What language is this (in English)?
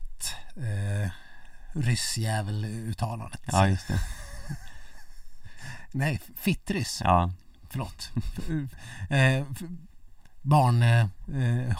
Swedish